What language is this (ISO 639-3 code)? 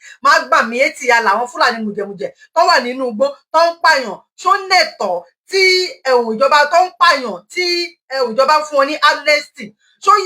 yor